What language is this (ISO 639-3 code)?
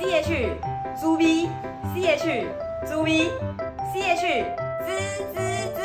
nan